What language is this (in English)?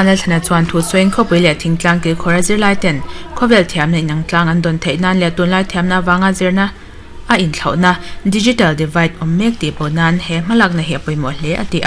Mizo